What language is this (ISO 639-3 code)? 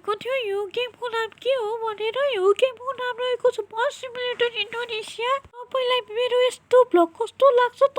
nep